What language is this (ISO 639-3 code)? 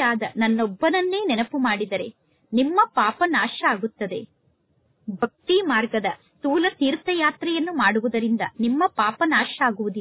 kan